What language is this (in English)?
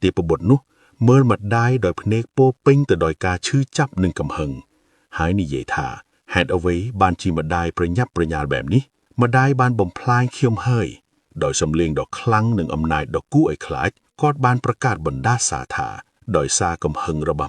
Khmer